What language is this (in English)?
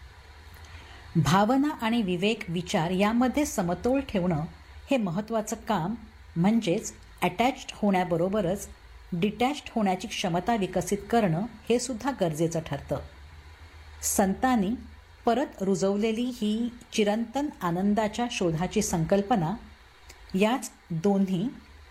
Marathi